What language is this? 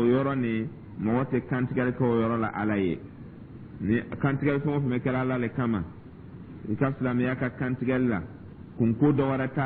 Dyula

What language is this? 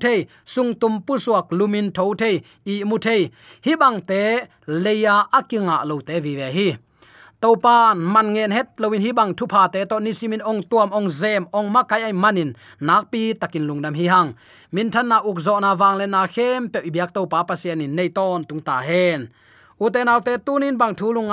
Tedim Chin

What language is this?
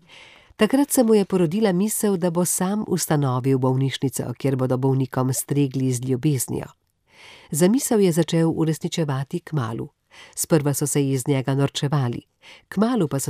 Slovenian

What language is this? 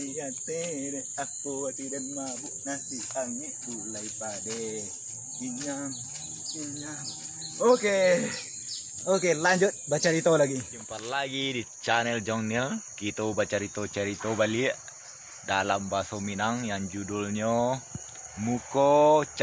Minangkabau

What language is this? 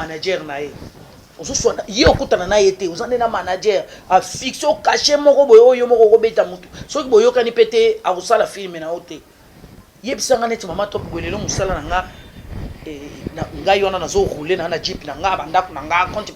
Lingala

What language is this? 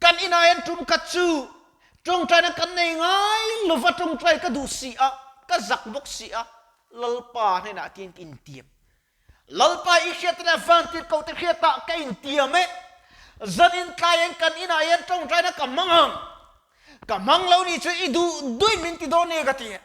Mizo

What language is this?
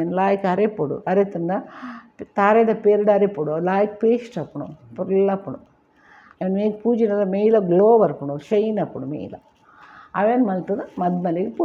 Tulu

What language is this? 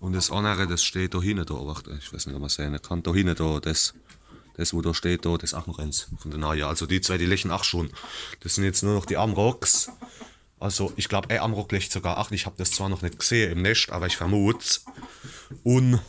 Palatine German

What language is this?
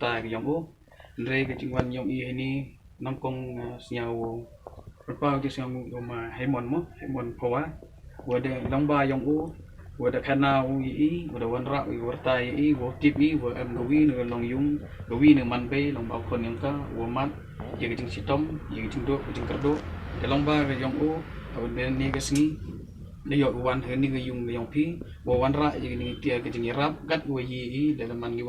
Pnar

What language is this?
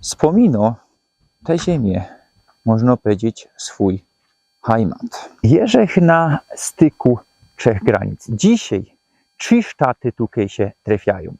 Silesian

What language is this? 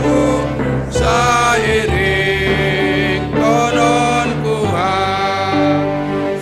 Batak Simalungun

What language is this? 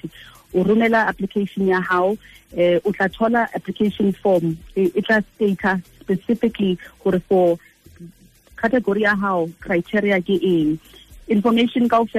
Tswana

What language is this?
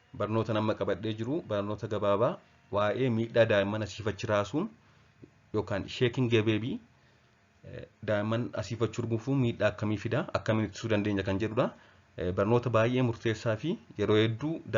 Oromo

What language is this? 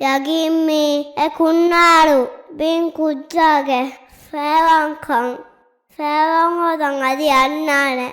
Divehi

